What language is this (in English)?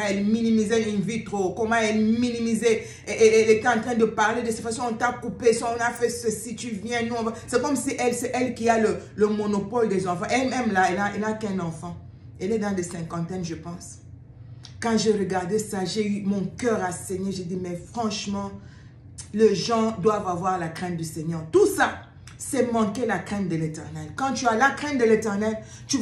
French